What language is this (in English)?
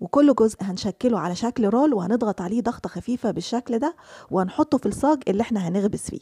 Egyptian Arabic